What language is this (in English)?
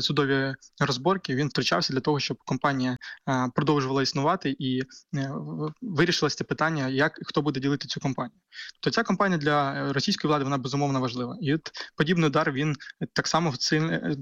Ukrainian